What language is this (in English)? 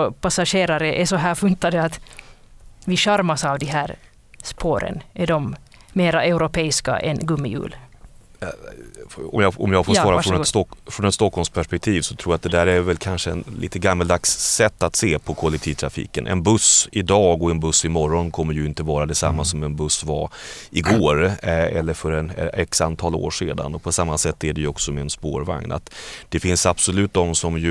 Swedish